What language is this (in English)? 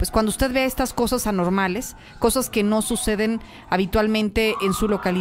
Spanish